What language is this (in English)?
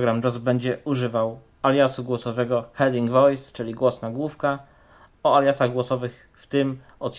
Polish